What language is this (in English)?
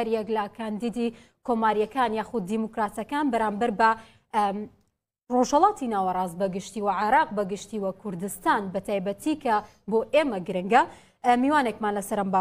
Central Kurdish